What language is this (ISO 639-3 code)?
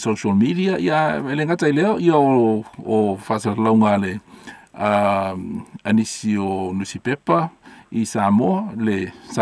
smo